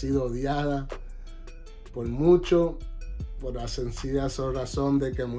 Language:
Spanish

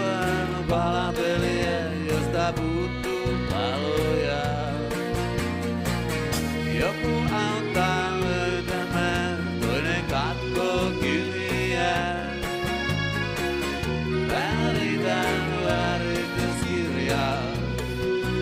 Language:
Finnish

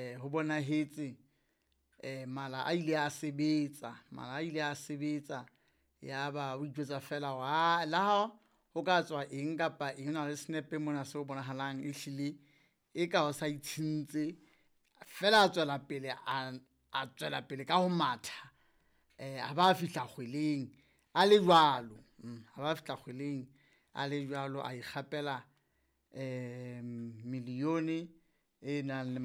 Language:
Southern Sotho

